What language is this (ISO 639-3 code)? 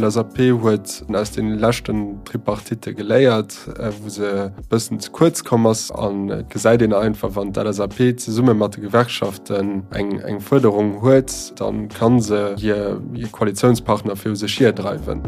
ltz